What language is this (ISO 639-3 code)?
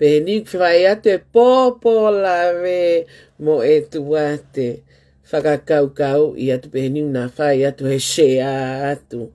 ton